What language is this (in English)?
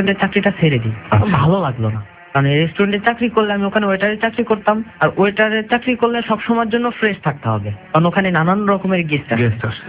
Bangla